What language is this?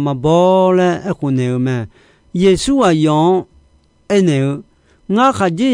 Akha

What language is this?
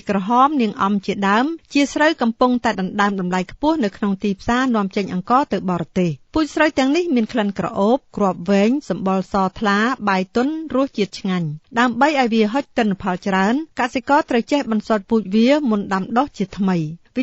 Khmer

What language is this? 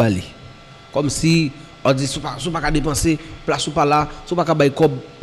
Haitian Creole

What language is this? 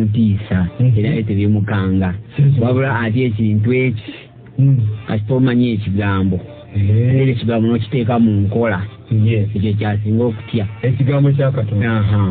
Ganda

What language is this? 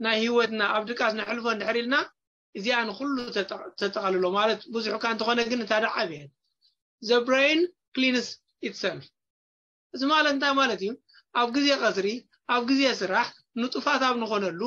Tigrinya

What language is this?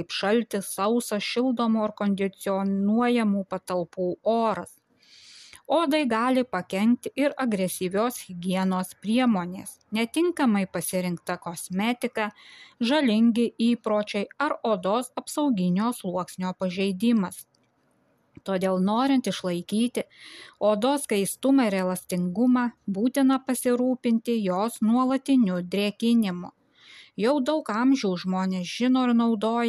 Lithuanian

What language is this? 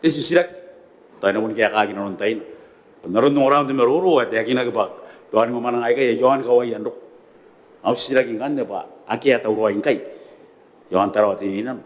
Gilbertese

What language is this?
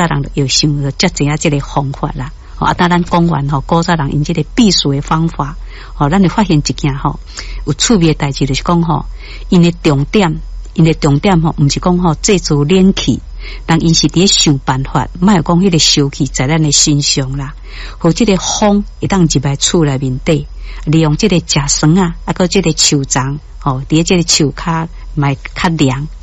Min Nan Chinese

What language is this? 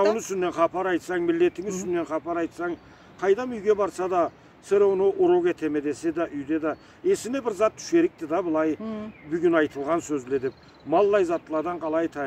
Karachay-Balkar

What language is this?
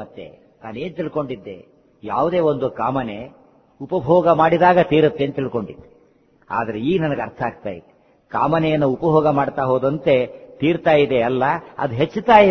Kannada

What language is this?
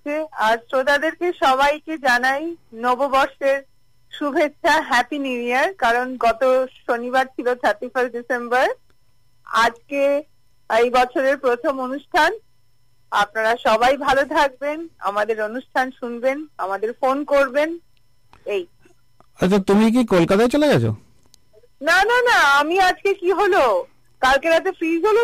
Bangla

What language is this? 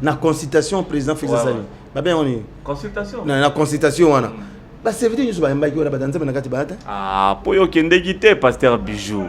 Lingala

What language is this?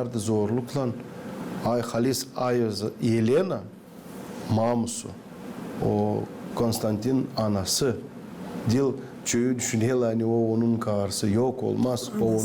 Gagauz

